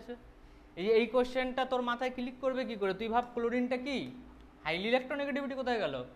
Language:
Bangla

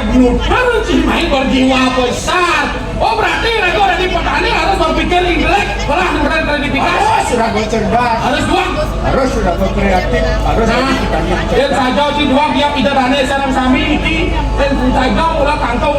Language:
Balinese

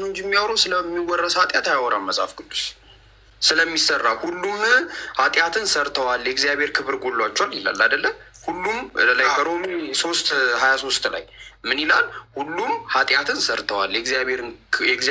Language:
Amharic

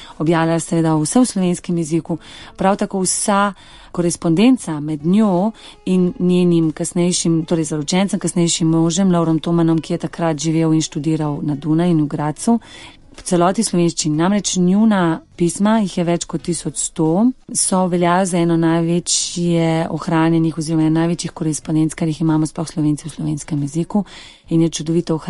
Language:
Slovenian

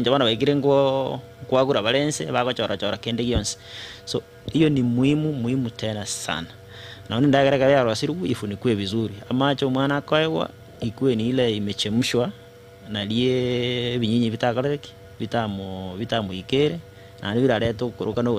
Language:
Gusii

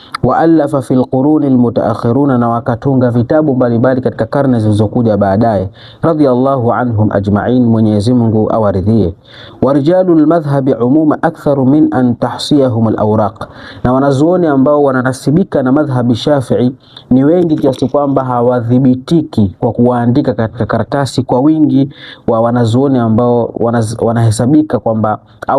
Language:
Swahili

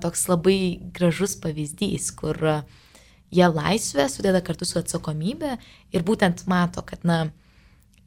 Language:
Lithuanian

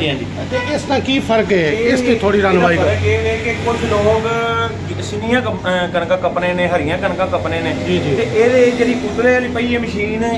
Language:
Punjabi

